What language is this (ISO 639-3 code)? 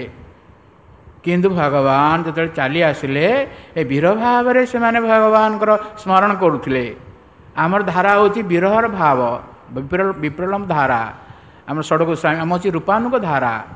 ori